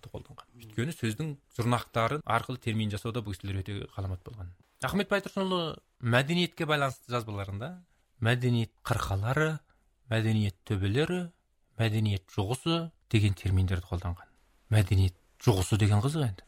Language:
Kazakh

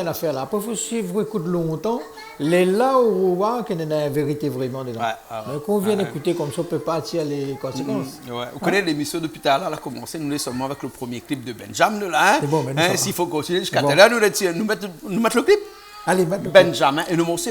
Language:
Réunion Creole French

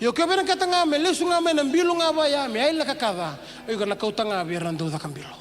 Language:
Fijian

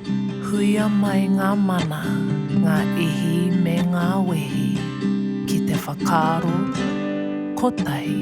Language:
Māori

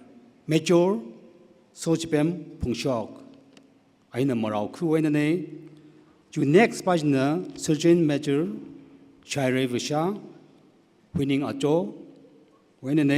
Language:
Tangkhul Naga (India)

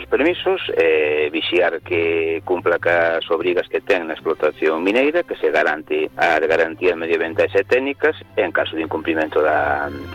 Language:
Galician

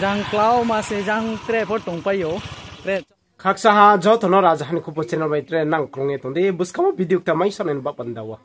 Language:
Riang (India)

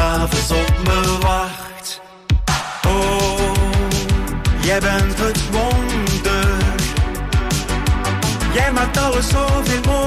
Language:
Dutch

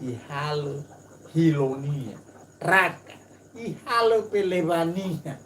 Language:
Nias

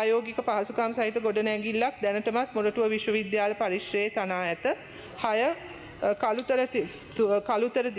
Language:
Sinhala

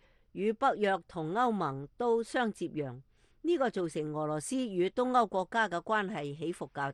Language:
Cantonese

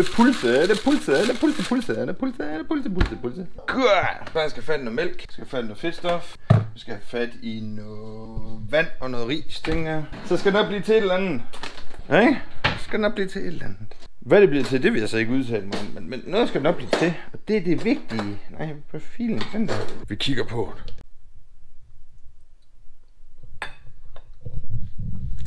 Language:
Danish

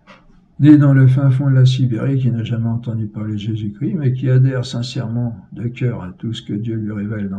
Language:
French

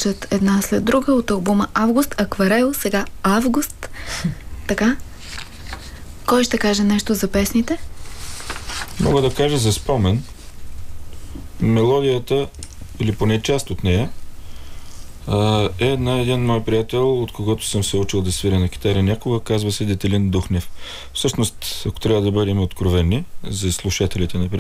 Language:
Bulgarian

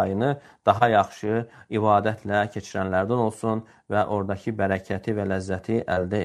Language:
Azerbaijani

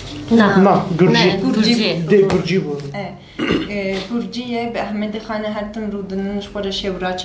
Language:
Kurdish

